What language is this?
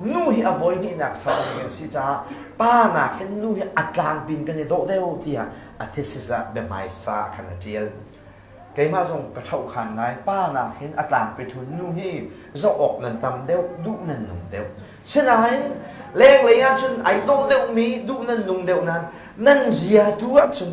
Hakha Chin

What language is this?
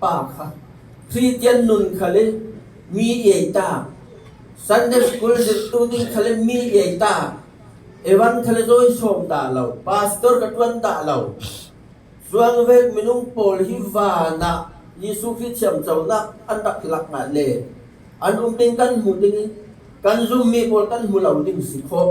Falam Chin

